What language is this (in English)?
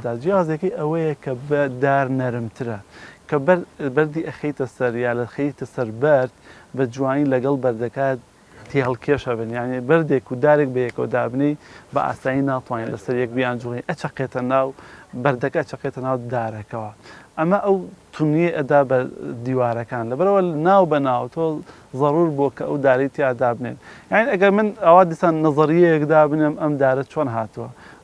Central Kurdish